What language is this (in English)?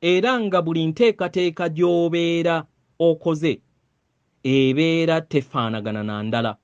Ganda